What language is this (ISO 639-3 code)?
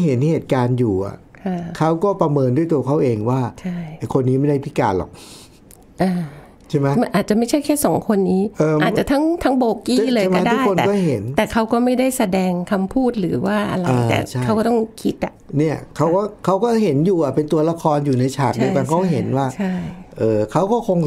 tha